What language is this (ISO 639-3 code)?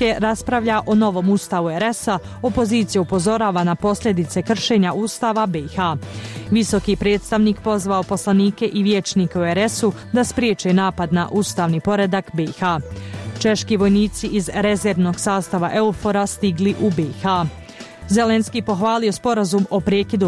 bos